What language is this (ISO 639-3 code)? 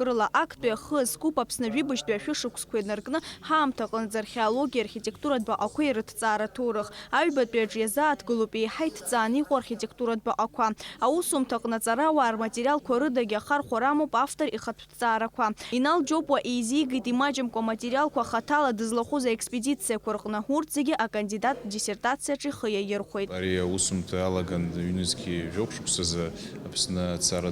abk